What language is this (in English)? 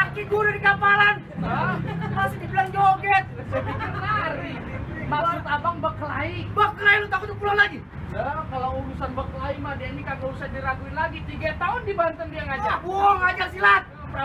Betawi